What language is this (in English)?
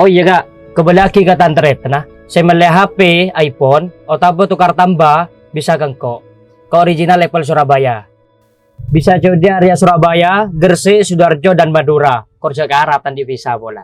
Madurese